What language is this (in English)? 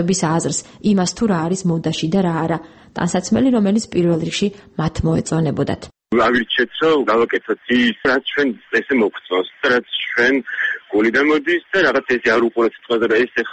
Georgian